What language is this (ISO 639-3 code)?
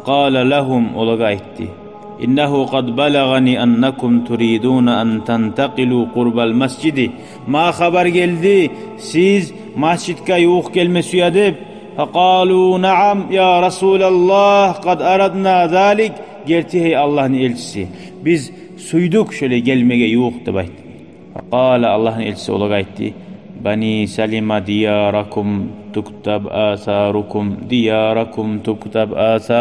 kum